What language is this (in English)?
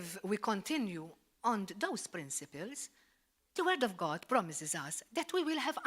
English